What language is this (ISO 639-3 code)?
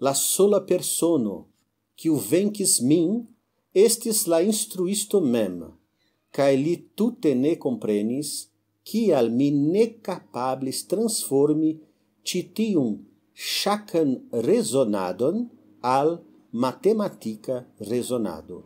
epo